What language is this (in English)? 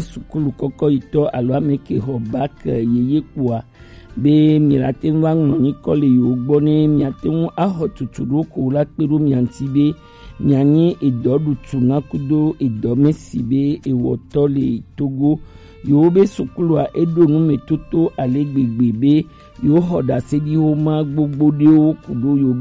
Gen